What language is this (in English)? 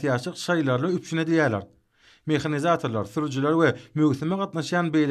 Turkmen